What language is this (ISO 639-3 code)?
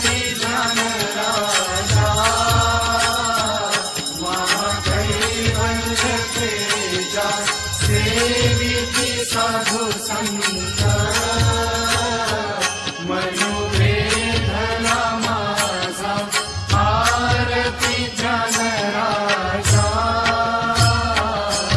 mar